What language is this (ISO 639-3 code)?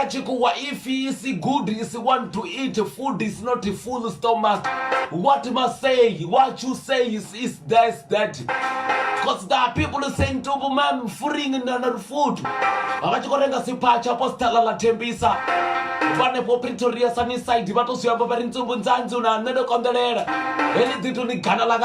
ven